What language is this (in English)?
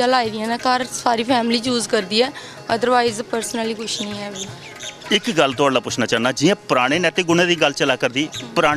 Dogri